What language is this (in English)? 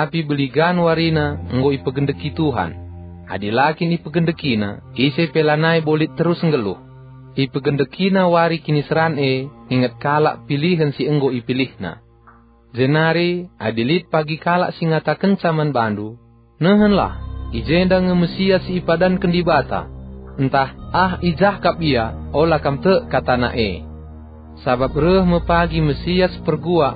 Batak Karo